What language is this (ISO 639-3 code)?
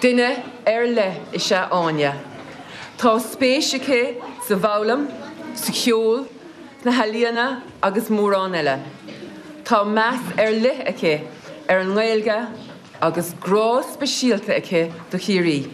gle